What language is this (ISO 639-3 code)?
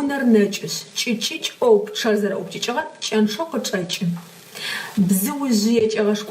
ady